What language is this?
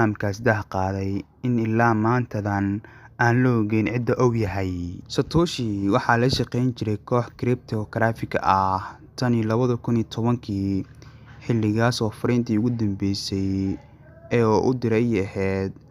Somali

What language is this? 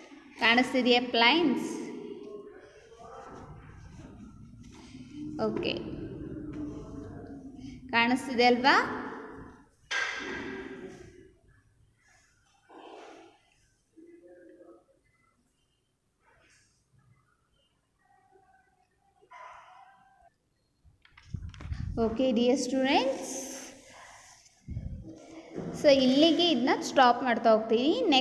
Kannada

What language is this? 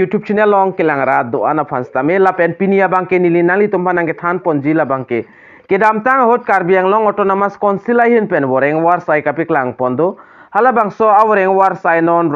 Karbi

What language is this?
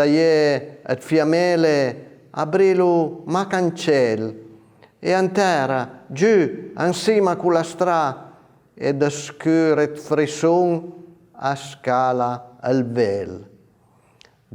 Piedmontese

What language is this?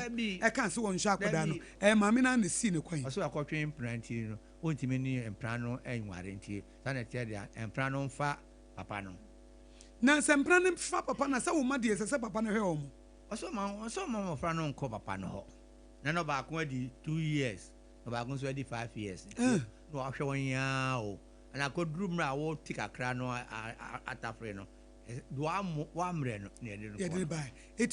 Akan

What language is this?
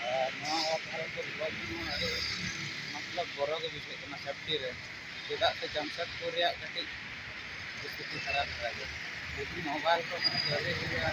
Santali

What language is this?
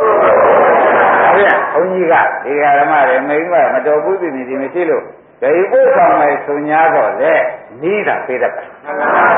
Burmese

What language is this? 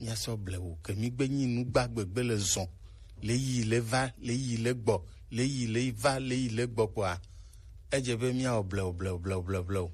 Gen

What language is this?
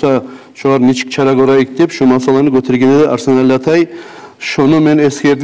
Kumyk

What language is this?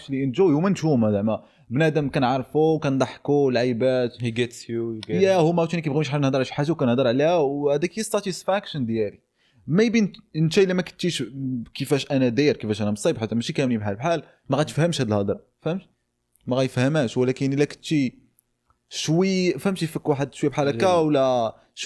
Moroccan Arabic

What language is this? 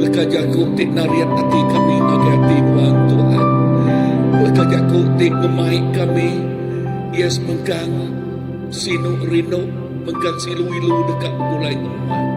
Iban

